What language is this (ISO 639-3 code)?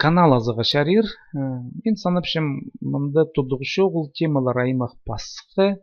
kjh